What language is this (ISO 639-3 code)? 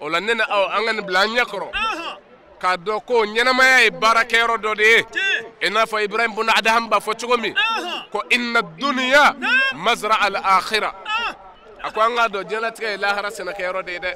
bam